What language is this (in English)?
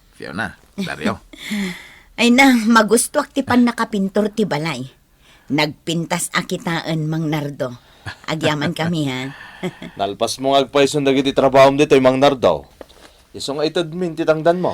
Iloko